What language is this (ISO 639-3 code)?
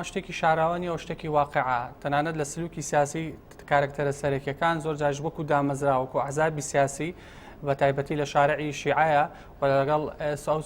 ckb